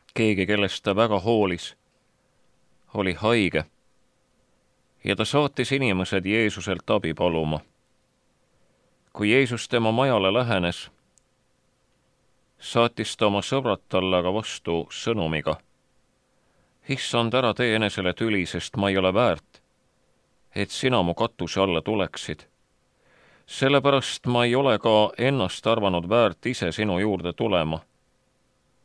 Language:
Estonian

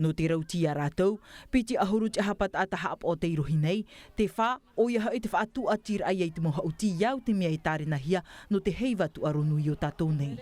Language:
Tahitian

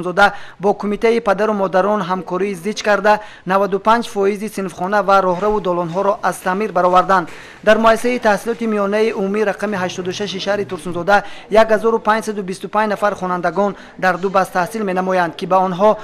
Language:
Tajik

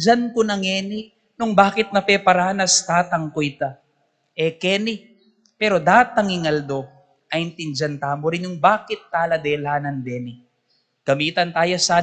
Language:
Pampanga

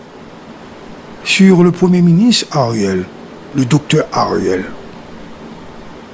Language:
French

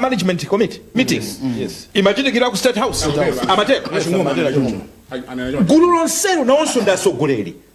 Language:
Nyanja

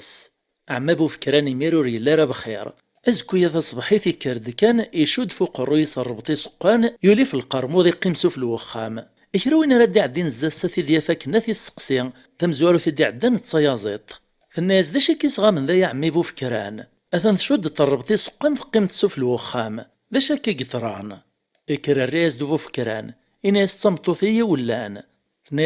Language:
Kabyle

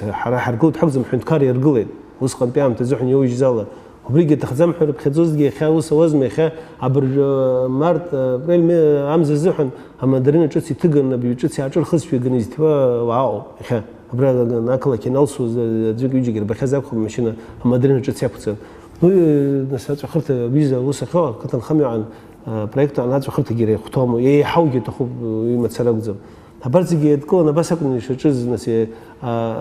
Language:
Abkhazian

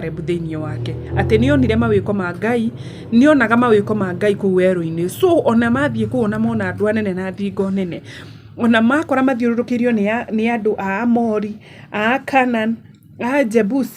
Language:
Kikuyu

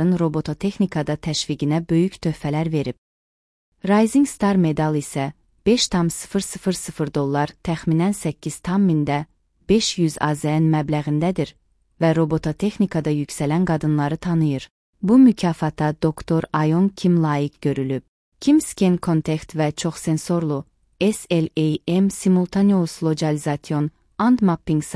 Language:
Azerbaijani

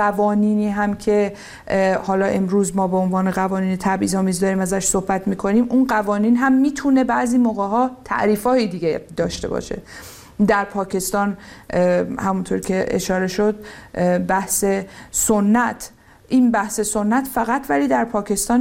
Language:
Persian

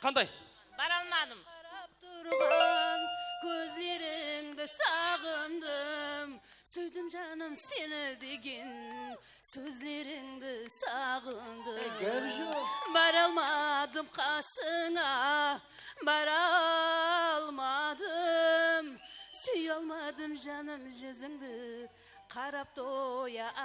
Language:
Kara-Kalpak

